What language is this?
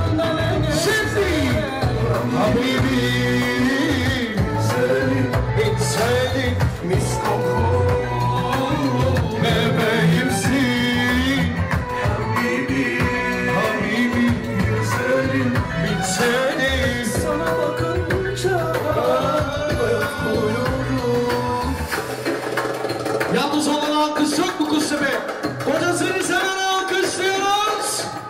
Turkish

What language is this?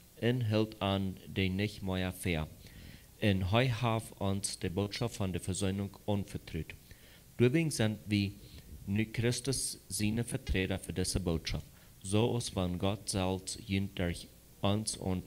Plautdietsch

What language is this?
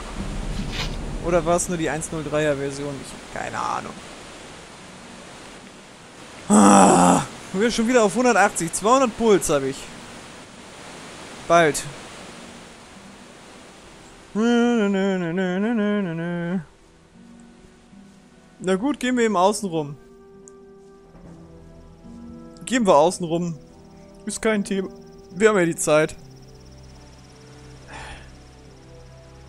German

